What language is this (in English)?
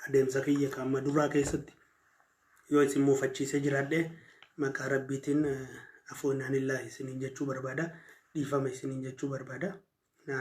Oromo